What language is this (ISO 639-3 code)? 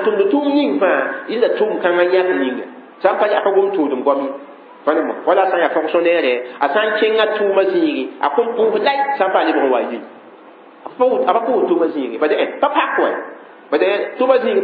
mos